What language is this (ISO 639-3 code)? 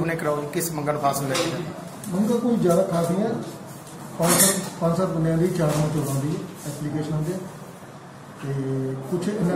pan